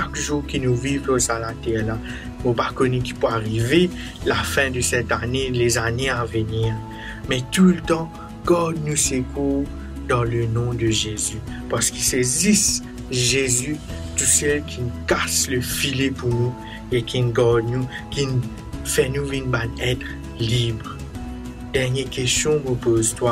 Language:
Morisyen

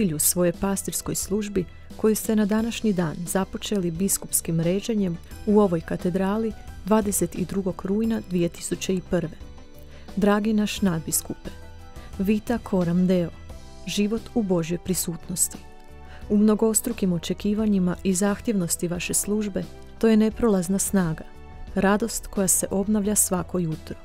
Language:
Croatian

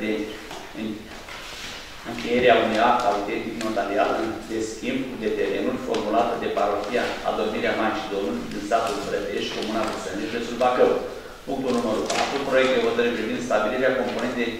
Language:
Romanian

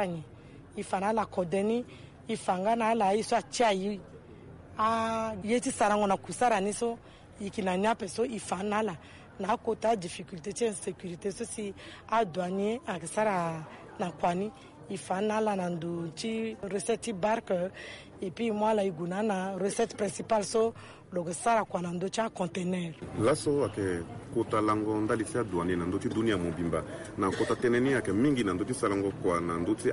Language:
Sango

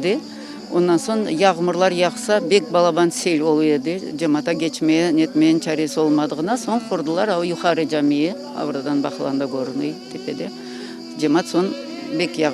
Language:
Crimean Tatar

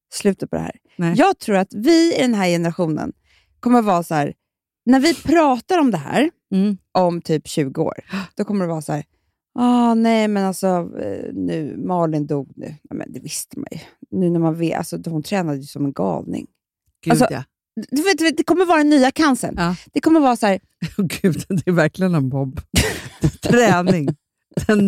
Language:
Swedish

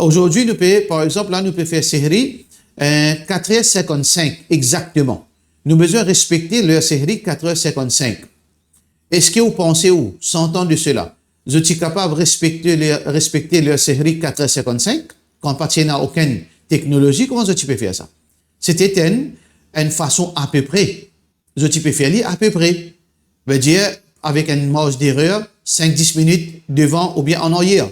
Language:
Morisyen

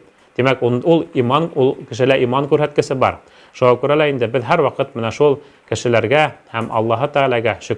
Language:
Bashkir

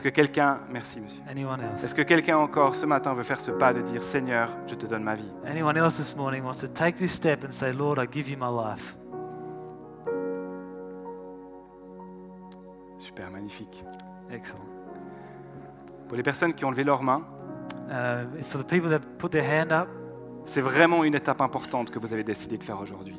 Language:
French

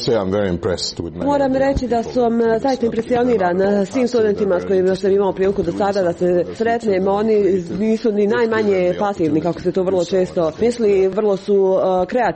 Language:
Croatian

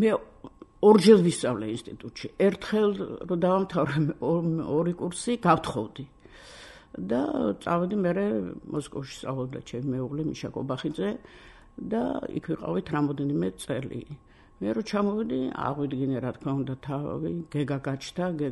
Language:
Georgian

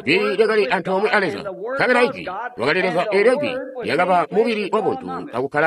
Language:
Tonga (Zambia)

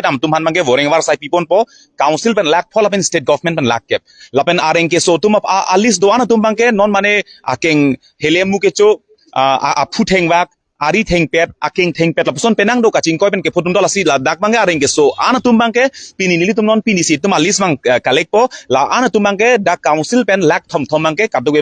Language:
Karbi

